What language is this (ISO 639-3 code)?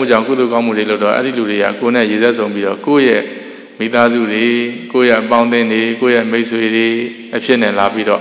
mya